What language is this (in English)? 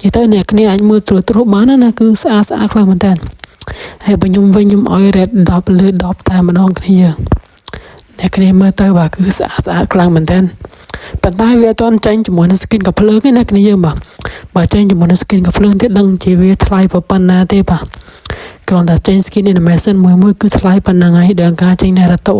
Khmer